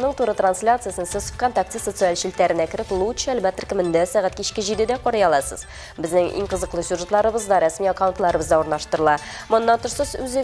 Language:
Tatar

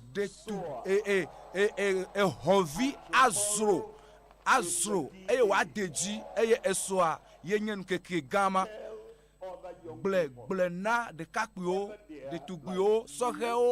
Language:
Ewe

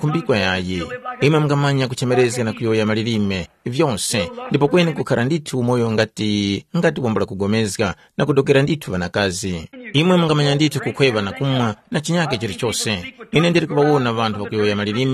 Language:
Tumbuka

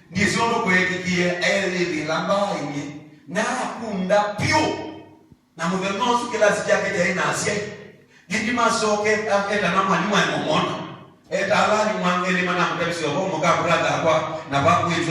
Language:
Kamba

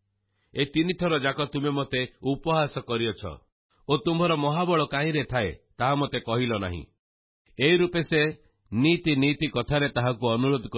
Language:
Odia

